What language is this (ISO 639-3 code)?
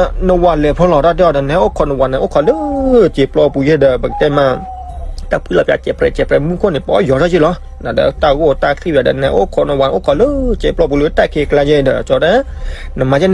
ksw